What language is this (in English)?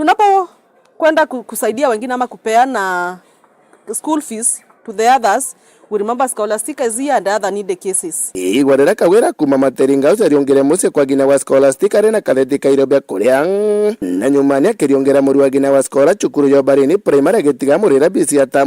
Meru